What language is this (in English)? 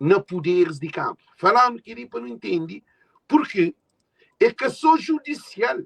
Kabuverdianu